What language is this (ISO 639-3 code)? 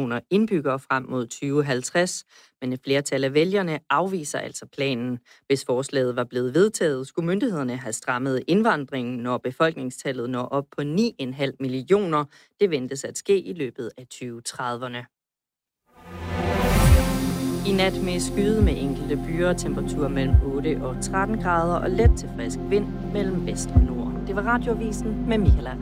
dan